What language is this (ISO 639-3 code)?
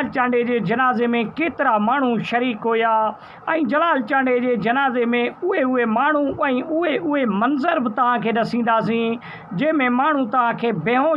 snd